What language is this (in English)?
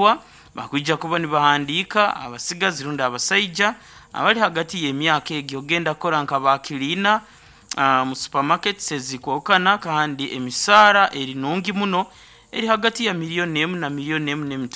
Nyoro